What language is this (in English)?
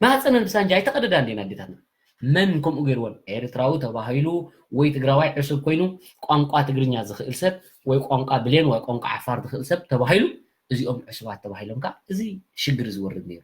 Tigrinya